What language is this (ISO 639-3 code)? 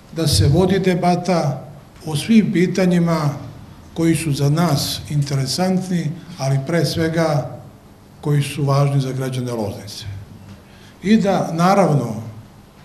srp